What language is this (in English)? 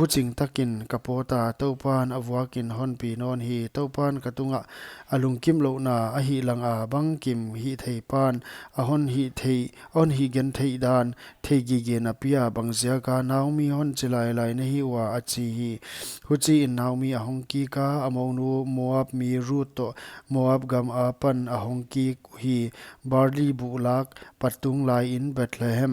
Paite Chin